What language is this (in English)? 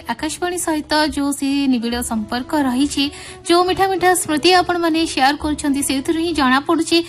Odia